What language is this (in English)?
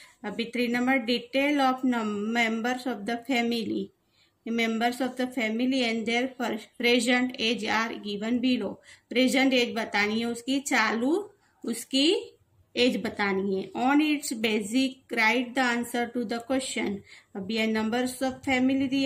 Hindi